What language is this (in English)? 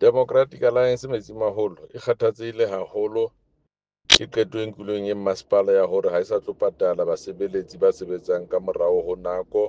Southern Sotho